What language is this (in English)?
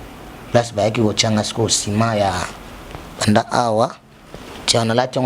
Lingala